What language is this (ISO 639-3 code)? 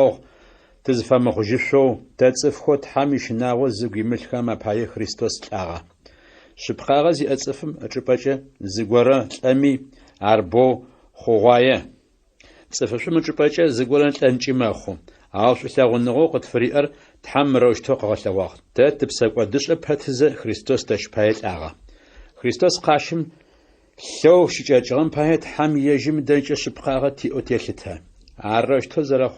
ady